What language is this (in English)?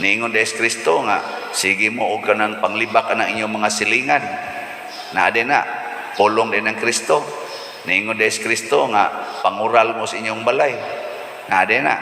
Cebuano